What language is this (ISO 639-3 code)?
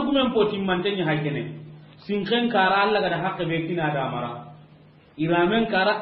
snk